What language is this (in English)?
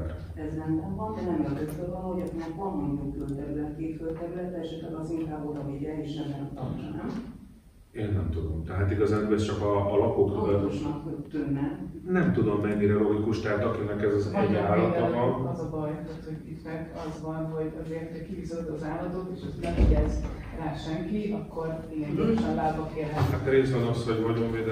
Hungarian